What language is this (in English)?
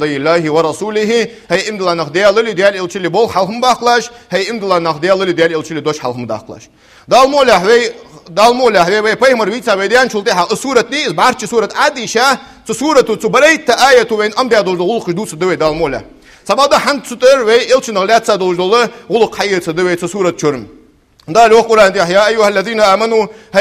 Ingush